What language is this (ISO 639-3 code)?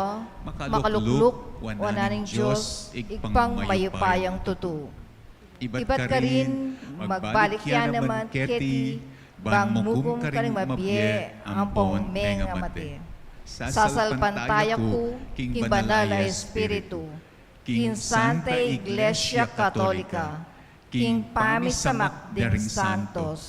pam